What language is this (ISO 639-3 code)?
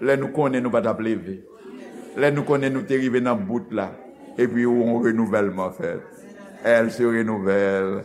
hat